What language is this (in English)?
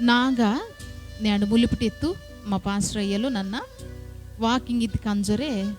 Koya